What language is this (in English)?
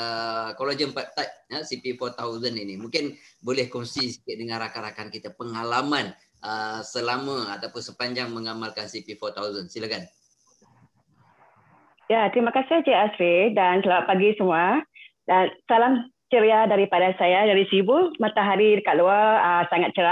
Malay